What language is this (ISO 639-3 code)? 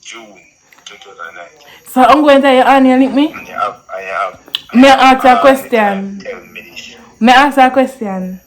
jam